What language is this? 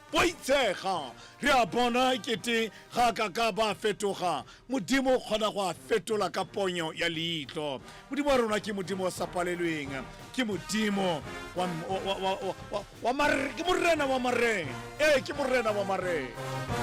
Tswana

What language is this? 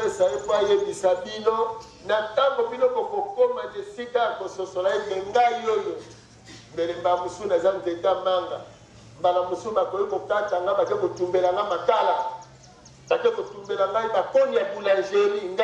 Lingala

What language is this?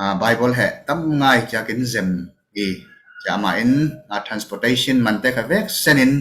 Falam Chin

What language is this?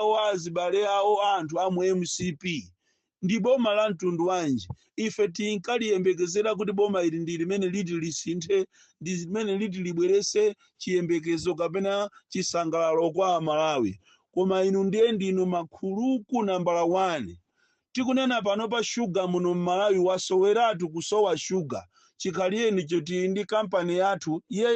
Nyanja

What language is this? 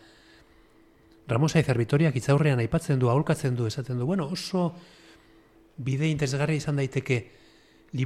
Basque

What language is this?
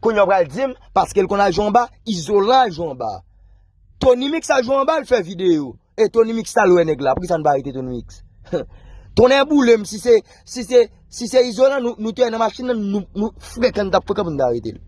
Haitian Creole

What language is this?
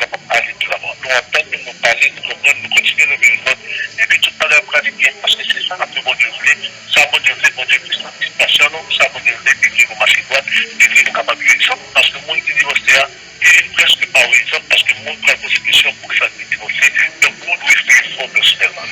Haitian Creole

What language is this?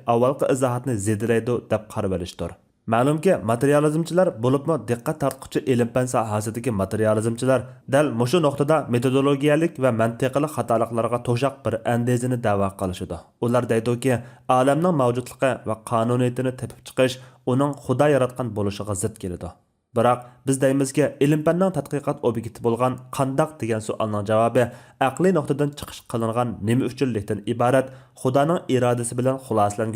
Uyghur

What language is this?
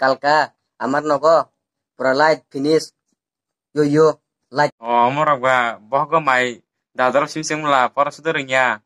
Kok Borok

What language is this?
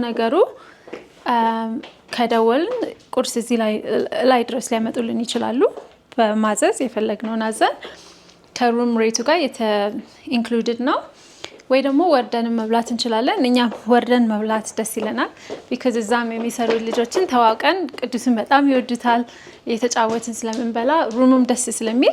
Amharic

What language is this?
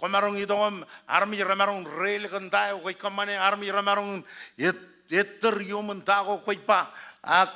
Marshallese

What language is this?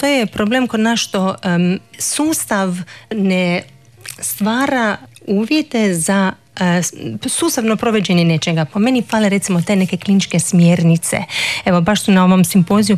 Croatian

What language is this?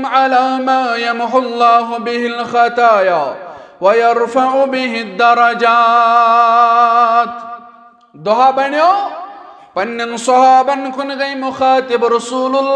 Kashmiri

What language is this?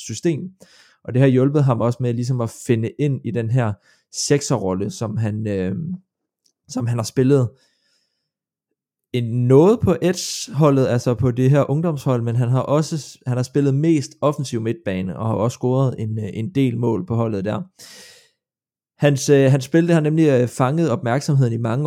Danish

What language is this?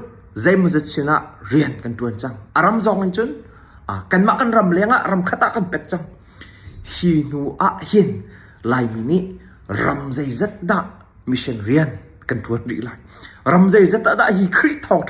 Hakha Chin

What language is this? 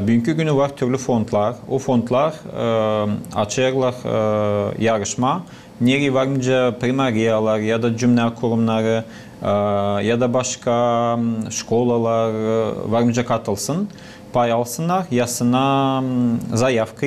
Gagauz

